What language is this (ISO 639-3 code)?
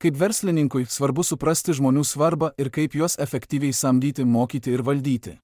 lit